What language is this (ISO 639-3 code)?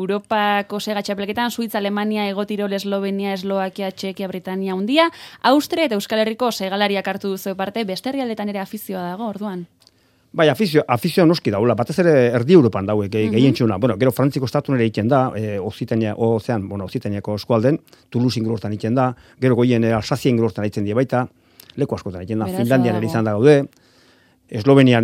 eus